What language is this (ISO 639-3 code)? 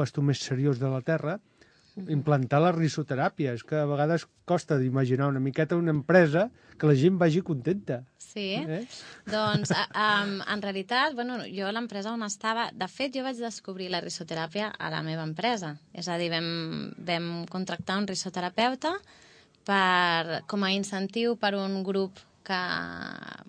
cat